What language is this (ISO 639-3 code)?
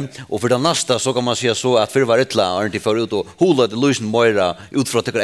fao